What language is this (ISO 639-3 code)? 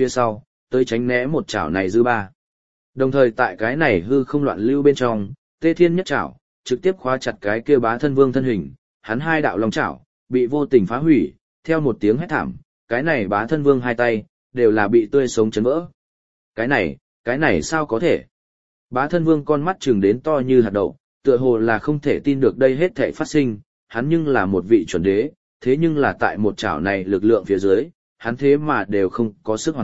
vie